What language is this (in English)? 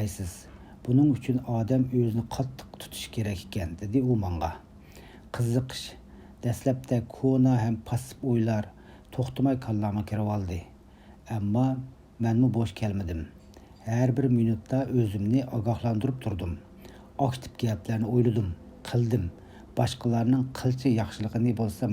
Uyghur